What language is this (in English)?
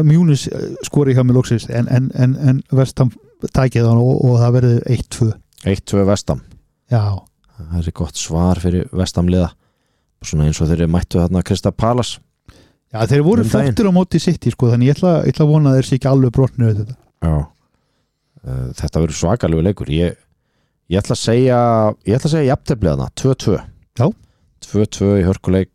Icelandic